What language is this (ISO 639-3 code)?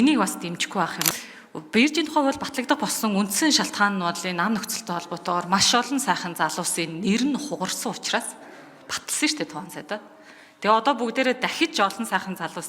mon